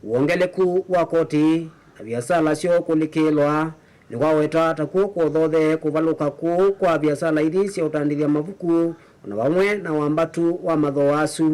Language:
Kamba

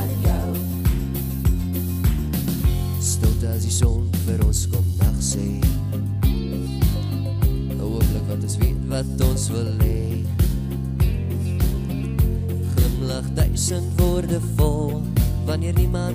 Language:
Afrikaans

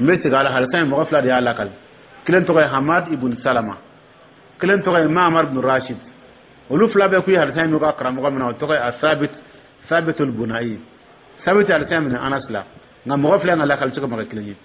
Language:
Dyula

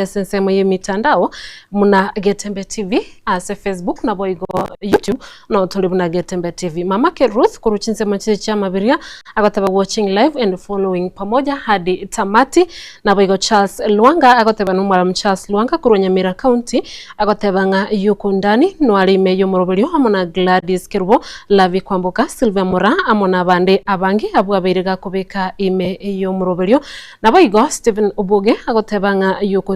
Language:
Gusii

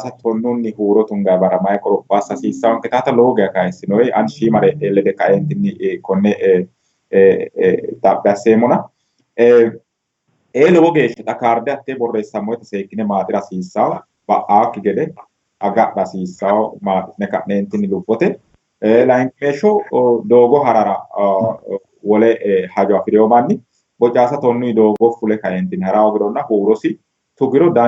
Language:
Sidamo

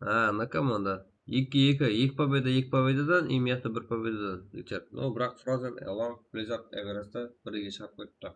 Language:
Kara-Kalpak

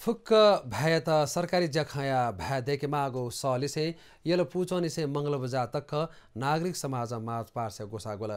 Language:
Newari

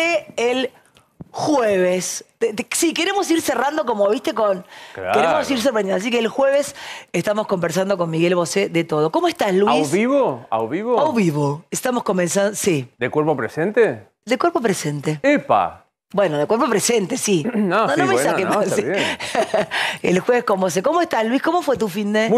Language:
Spanish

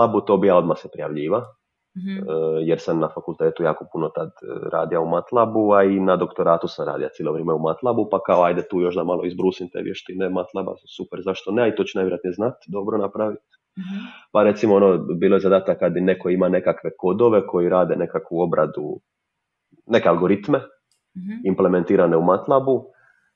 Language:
Croatian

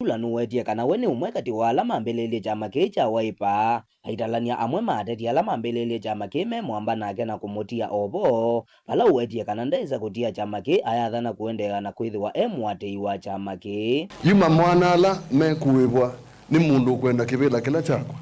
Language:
Kamba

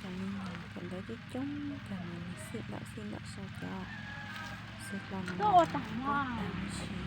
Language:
Hmong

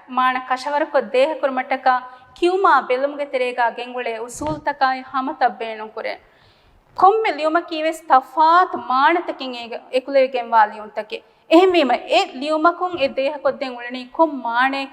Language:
Divehi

